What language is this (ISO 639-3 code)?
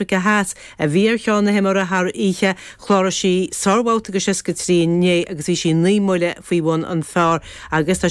gle